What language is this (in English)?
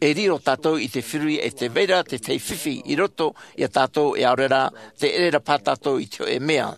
Tahitian